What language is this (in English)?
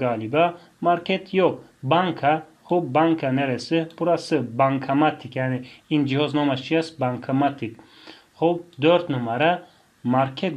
Tajik